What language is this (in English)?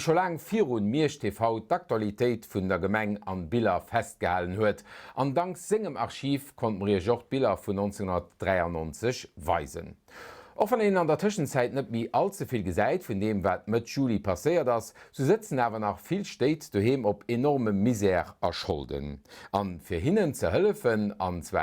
Luxembourgish